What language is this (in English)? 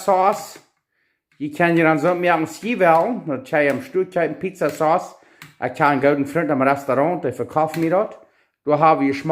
Plautdietsch